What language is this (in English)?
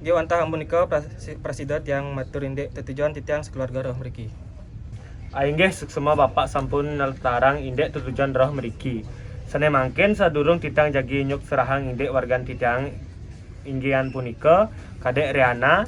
Balinese